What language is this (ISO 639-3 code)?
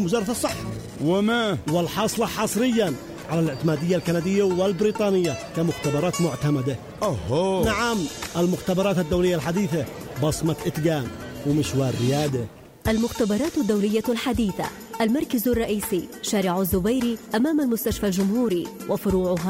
ara